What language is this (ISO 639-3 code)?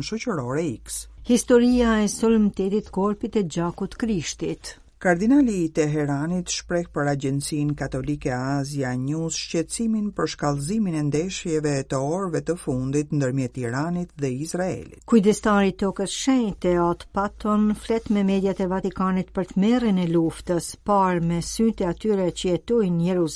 sqi